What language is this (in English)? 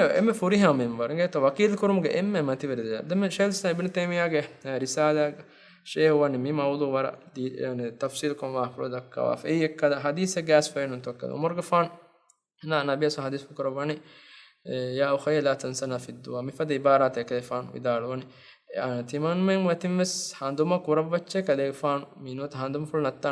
Divehi